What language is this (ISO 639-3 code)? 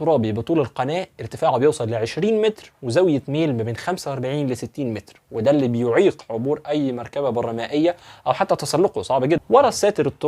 arz